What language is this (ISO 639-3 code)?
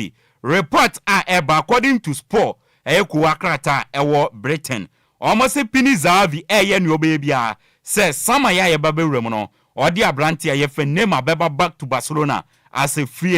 aka